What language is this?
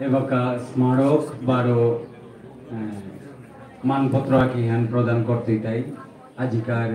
Bishnupriya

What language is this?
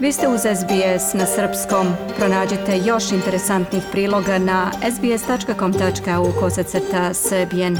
Serbian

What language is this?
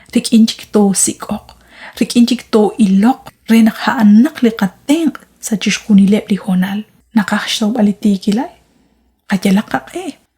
Kekchí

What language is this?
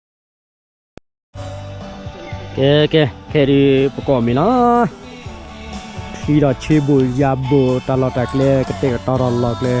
S'gaw Karen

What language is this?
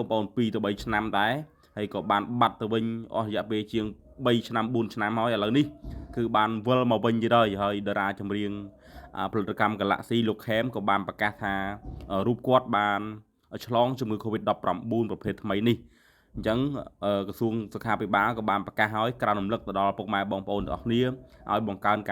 Khmer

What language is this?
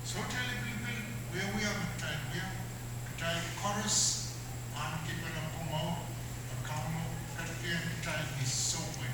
Pohnpeian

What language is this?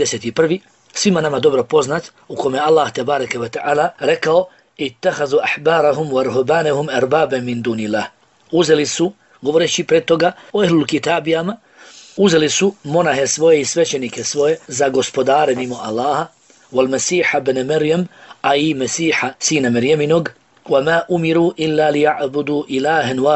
Bosnian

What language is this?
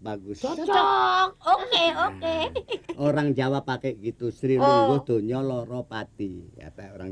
Betawi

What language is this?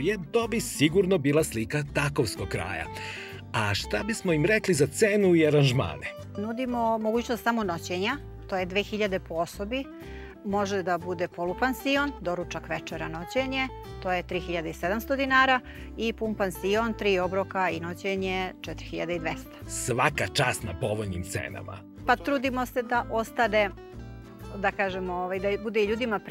Serbian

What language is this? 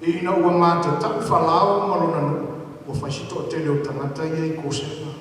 Samoan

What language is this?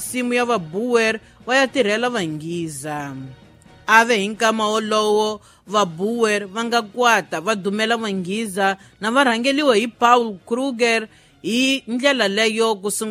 Tsonga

